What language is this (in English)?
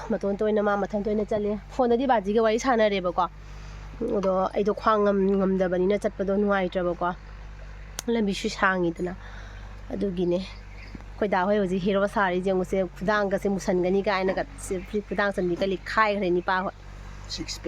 Manipuri